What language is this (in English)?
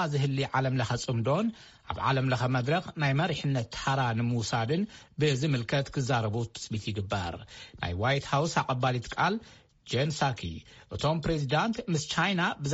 Tigrinya